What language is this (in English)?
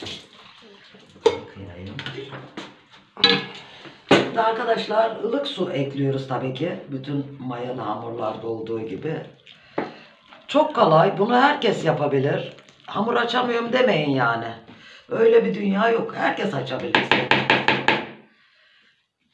Turkish